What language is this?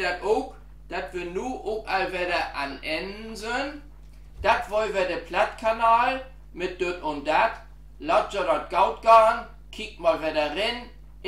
Low German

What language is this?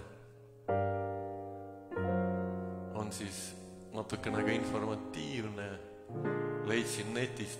Estonian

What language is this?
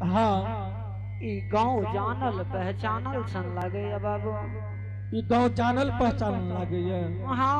Angika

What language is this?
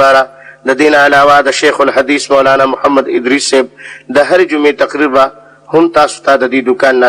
Pashto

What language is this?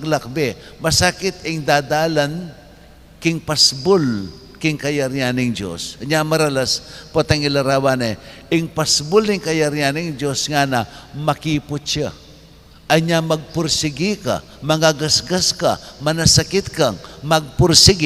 Pampanga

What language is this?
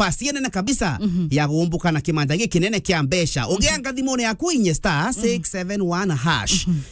Meru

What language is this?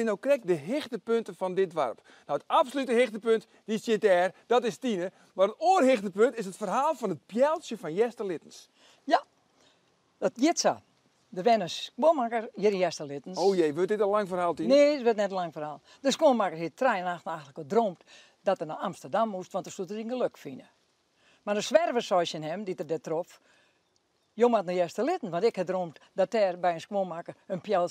Western Frisian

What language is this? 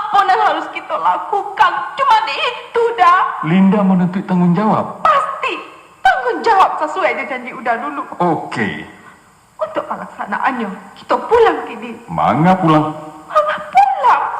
Minangkabau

